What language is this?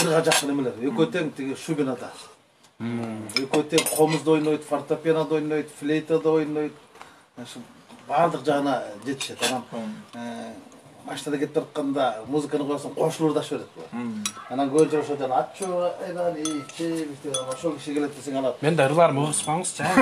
Kyrgyz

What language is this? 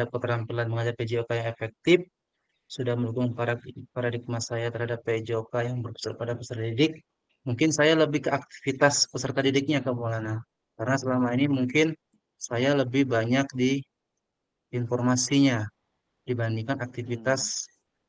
Indonesian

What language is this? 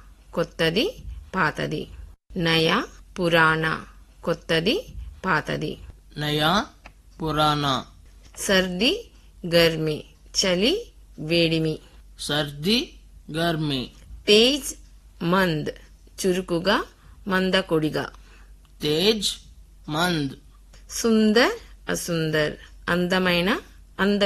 Telugu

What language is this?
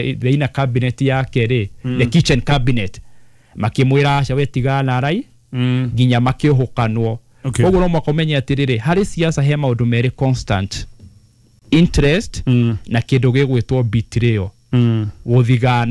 Kikuyu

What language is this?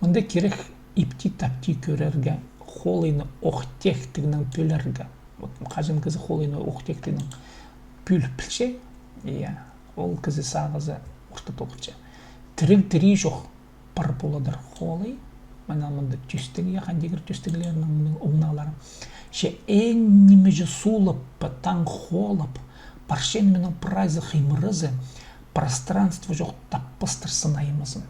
Khakas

